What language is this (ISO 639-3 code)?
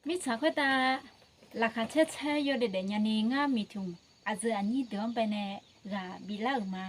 ahk